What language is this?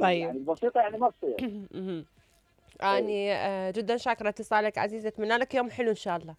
Mesopotamian Arabic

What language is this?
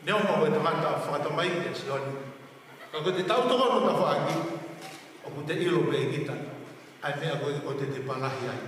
Tongan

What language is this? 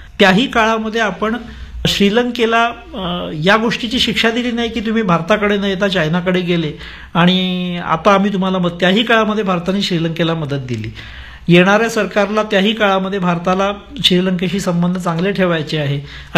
Marathi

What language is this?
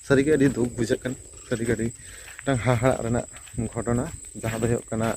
Santali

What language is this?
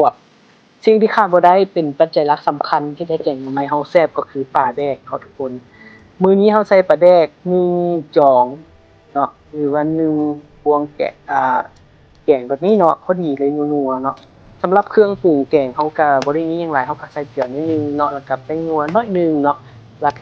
Lao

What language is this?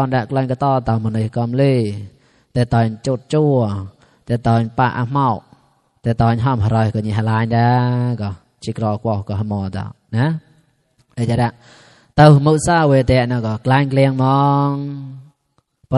Mon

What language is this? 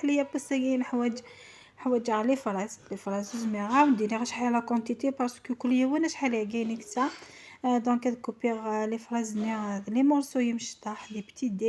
Kabyle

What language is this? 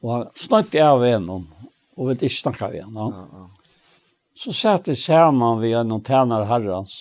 Faroese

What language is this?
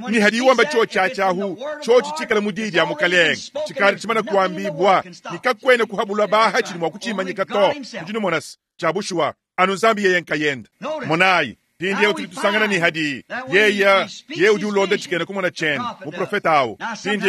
Luba-Lulua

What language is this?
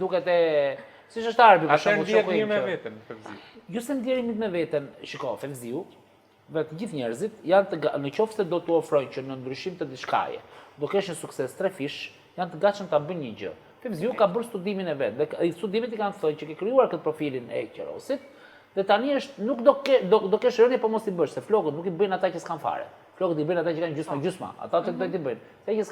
Albanian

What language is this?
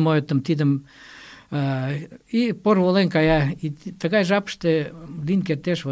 Mari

